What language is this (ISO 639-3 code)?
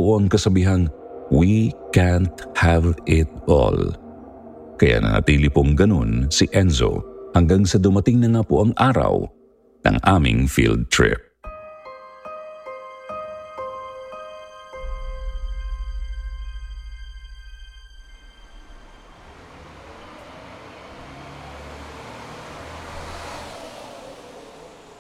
fil